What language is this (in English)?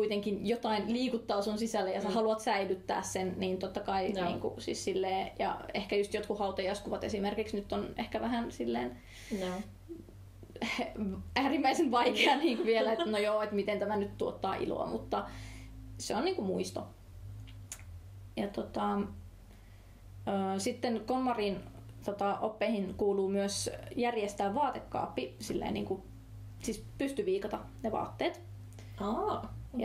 Finnish